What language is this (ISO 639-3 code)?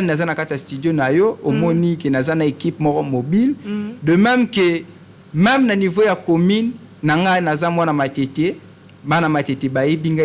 lin